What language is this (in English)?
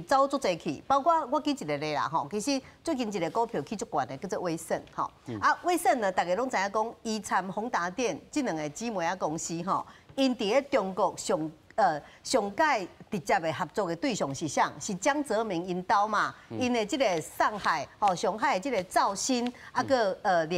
Min Nan Chinese